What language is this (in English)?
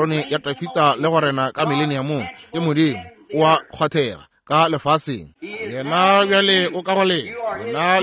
Northern Sotho